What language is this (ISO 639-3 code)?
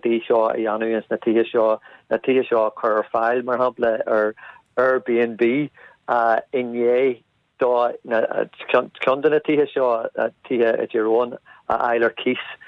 gle